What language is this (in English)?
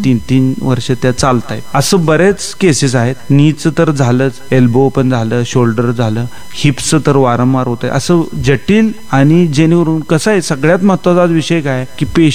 Marathi